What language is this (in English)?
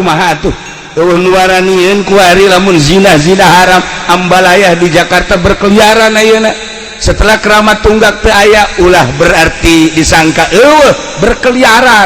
Sundanese